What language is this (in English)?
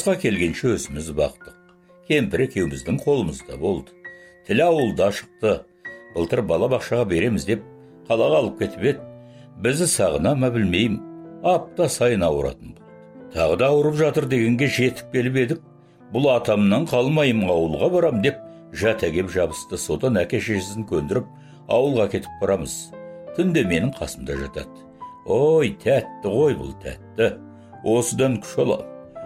Kazakh